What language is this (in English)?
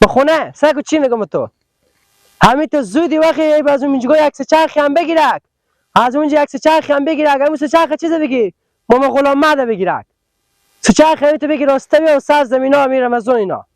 Persian